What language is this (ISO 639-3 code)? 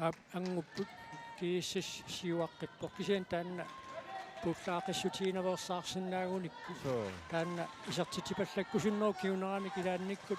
kal